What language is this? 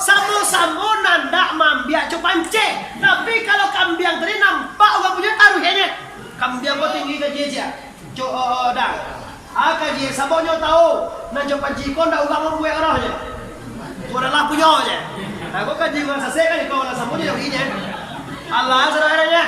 Minangkabau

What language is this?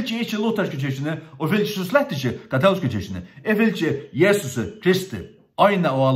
Faroese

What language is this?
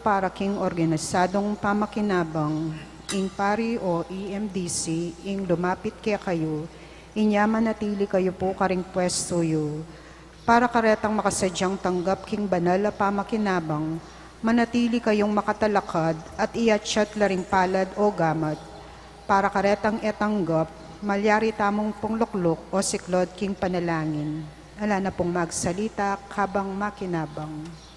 Pampanga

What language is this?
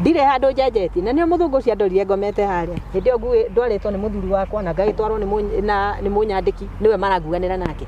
Kikuyu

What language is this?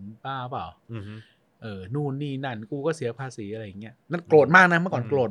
Thai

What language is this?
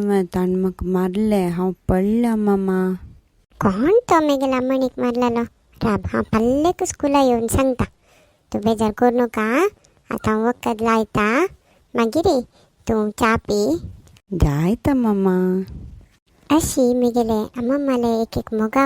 Konkani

